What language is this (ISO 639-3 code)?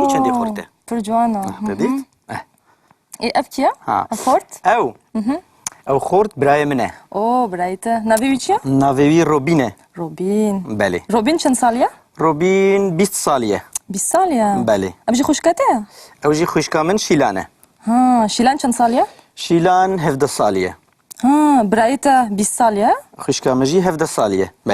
kur